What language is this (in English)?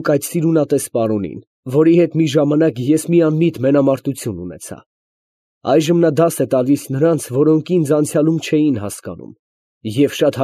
Armenian